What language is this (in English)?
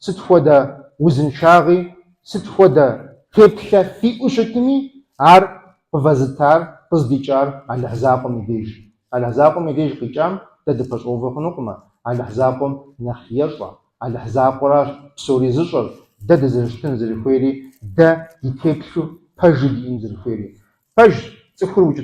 Kabardian